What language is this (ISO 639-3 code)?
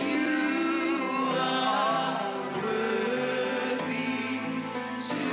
ton